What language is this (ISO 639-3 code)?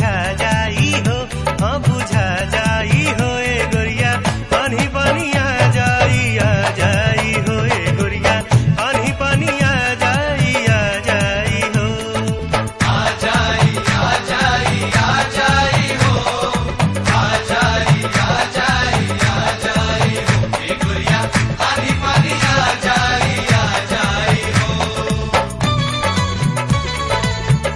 bho